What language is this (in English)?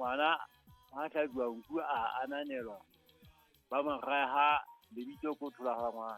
Southern Sotho